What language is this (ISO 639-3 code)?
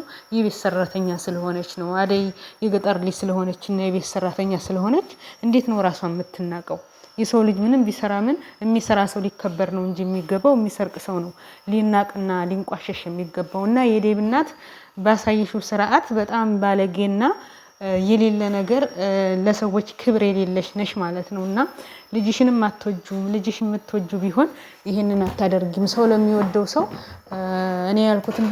amh